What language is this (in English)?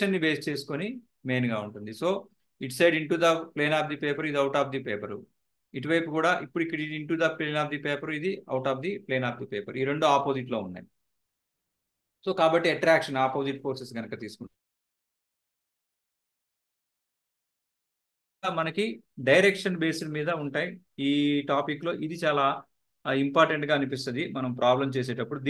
Telugu